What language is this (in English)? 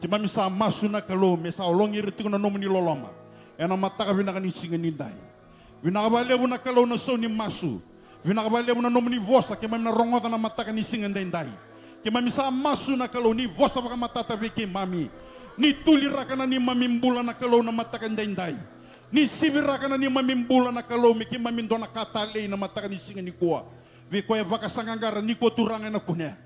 Fijian